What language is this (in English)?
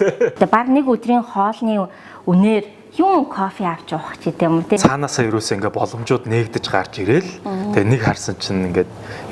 Mongolian